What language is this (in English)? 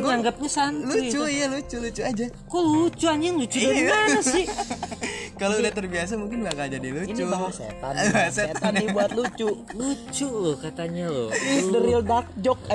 Indonesian